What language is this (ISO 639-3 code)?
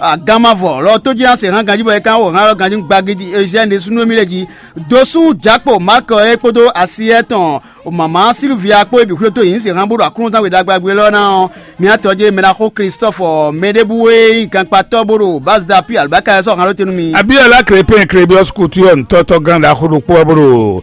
fon